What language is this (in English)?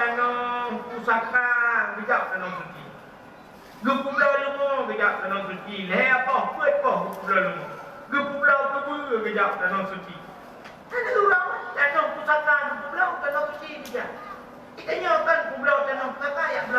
Achinese